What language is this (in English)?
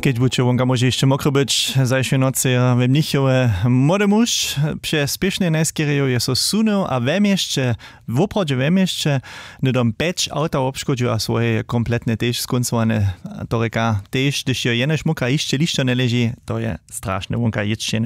Upper Sorbian